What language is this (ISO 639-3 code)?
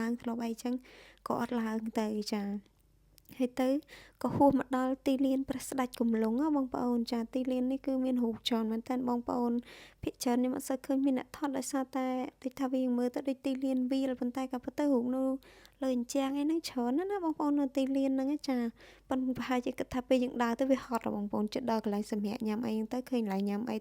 khm